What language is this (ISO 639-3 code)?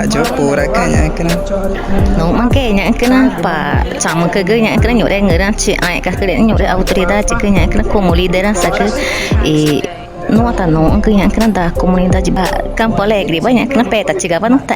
tca